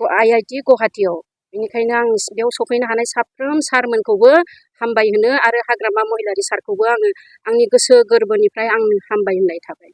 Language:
Bodo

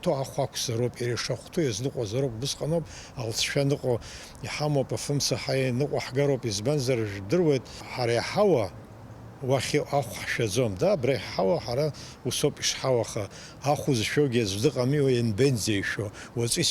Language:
Abkhazian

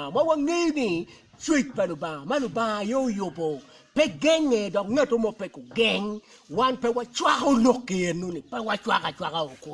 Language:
Acoli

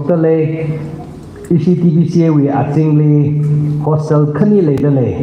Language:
Tangkhul Naga (India)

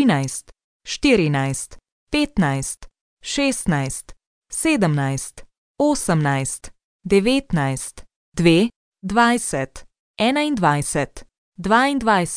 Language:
Slovenian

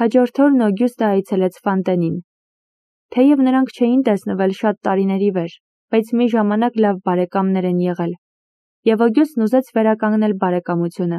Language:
Armenian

